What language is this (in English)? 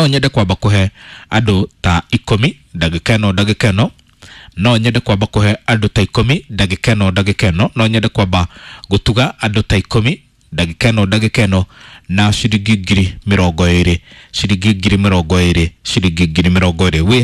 Kikuyu